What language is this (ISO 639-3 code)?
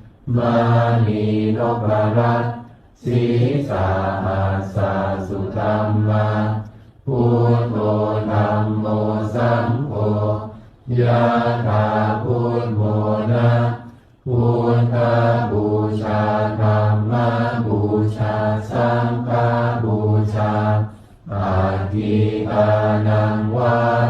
pli